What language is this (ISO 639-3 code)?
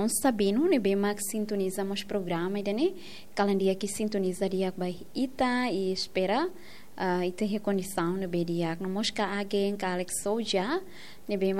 tet